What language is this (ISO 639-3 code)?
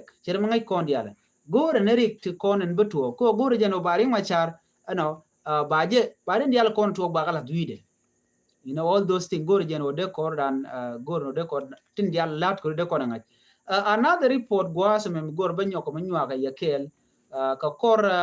nus